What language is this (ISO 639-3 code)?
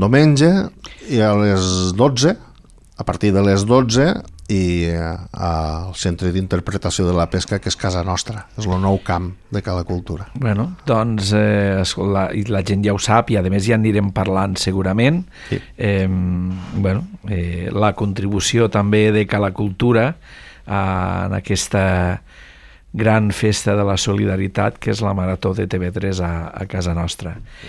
cat